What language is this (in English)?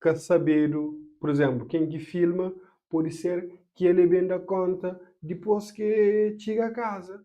Kabuverdianu